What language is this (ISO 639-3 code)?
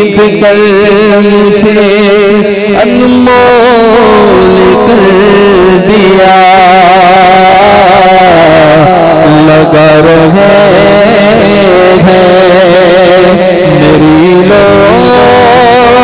hin